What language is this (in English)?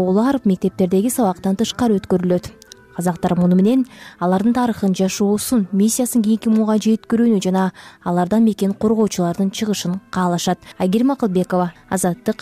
Kyrgyz